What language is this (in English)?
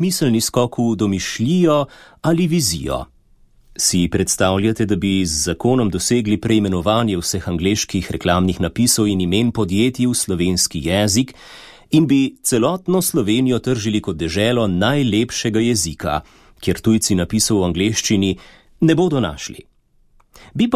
Slovenian